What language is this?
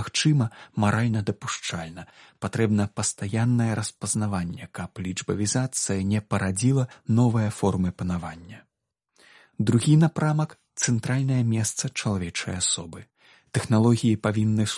Belarusian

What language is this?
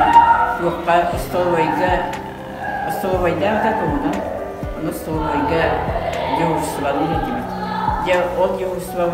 Yakut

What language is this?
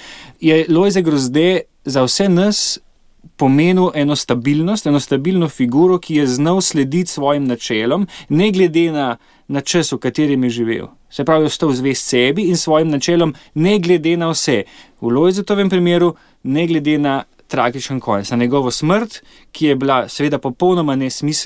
Slovenian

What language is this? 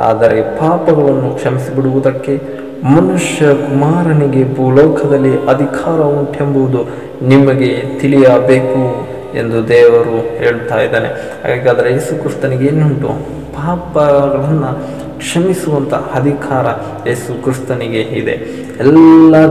Kannada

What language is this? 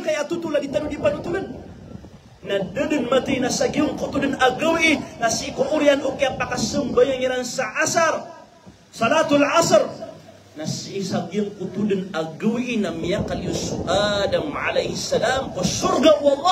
Maranao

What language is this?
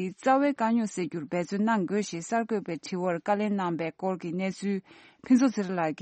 Tibetan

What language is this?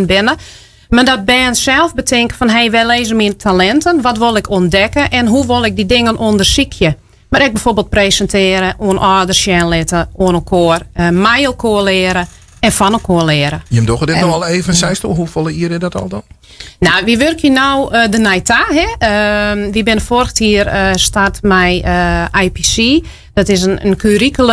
Western Frisian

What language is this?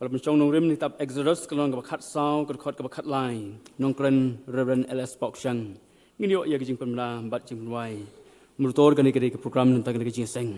Khasi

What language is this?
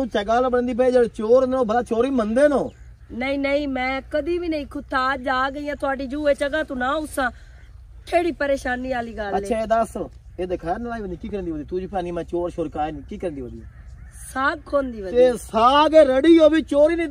Punjabi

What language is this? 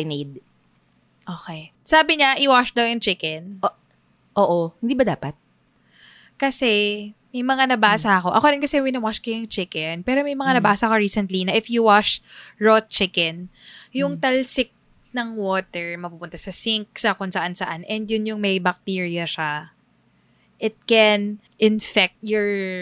Filipino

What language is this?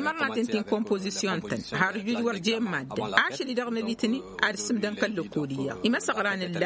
Tamasheq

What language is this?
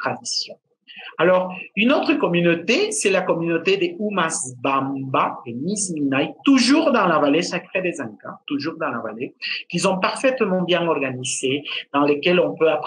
French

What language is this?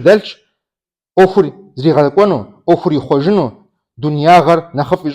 Kabardian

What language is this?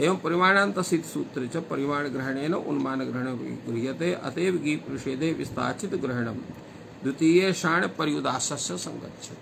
Sanskrit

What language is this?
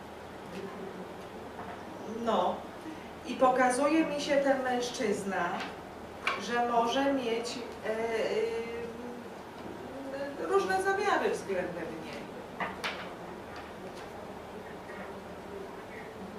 Polish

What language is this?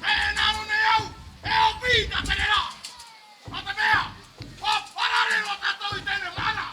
Tahitian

